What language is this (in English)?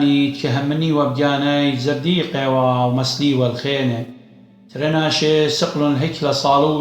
Assyrian Neo-Aramaic